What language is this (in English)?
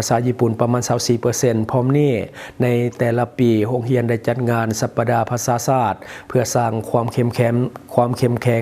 Lao